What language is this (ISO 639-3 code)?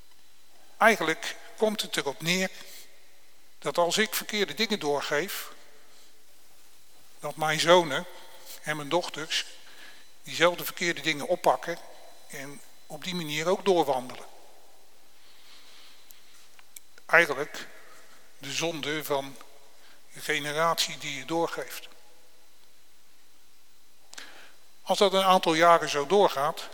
nld